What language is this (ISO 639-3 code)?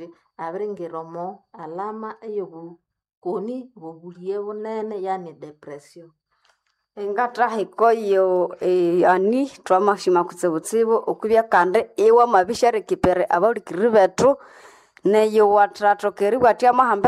nnb